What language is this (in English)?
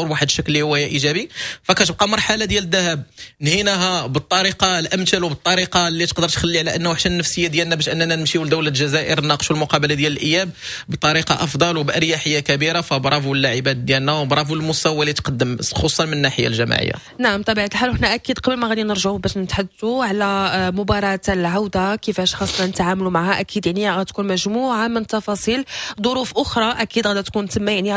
Moroccan Arabic